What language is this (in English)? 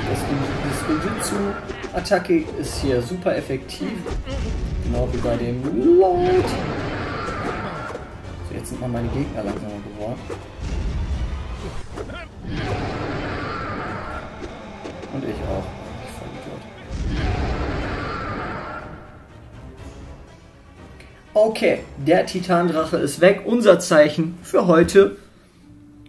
German